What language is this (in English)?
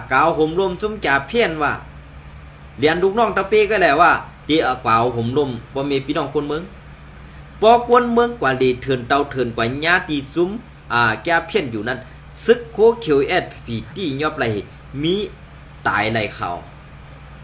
Shan